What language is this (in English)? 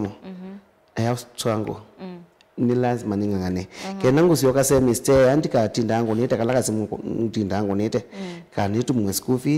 Kamba